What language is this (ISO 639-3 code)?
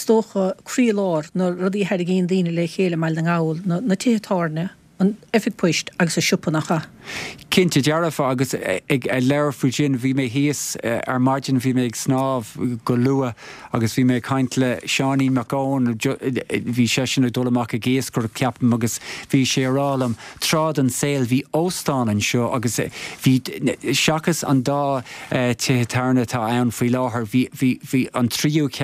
gle